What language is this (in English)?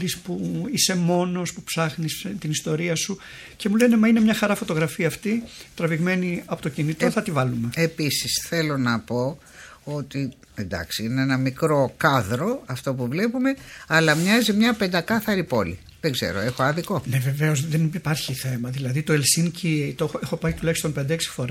Greek